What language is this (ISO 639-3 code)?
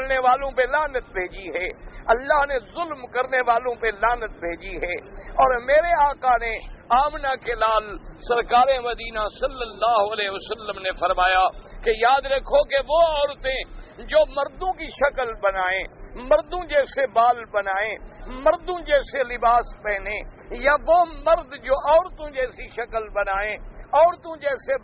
urd